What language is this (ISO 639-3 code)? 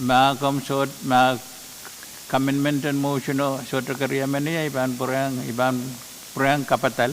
pon